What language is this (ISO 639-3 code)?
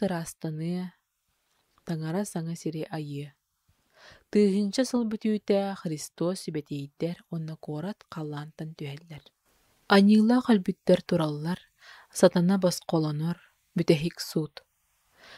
sah